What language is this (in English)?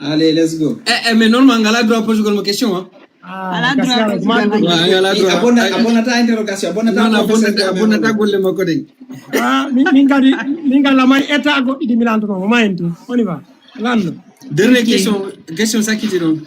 Fula